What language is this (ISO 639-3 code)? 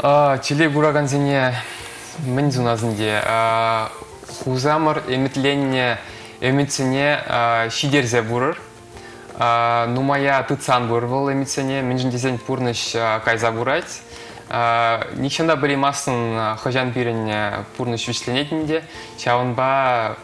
chv